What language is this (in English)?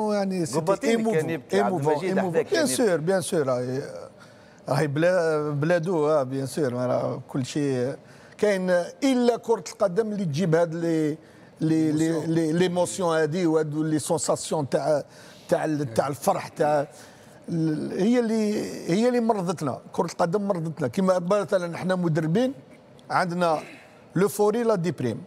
Tunisian Arabic